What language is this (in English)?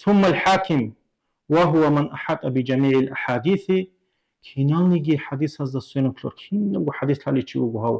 Avaric